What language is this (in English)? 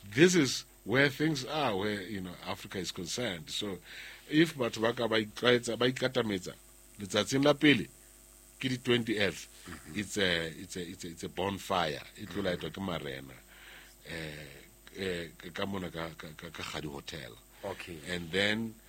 Southern Sotho